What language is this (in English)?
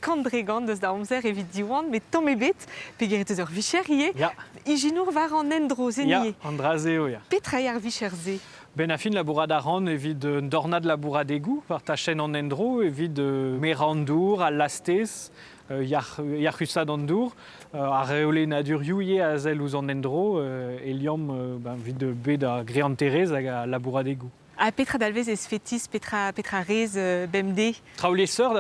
Breton